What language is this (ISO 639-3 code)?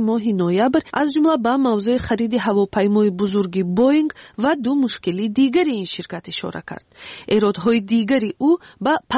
fas